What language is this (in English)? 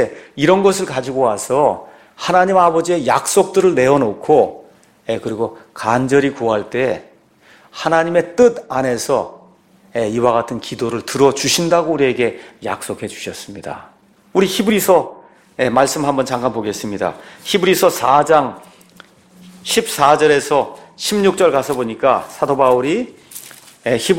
Korean